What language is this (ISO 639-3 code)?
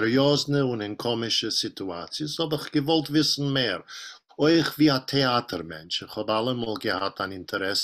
yid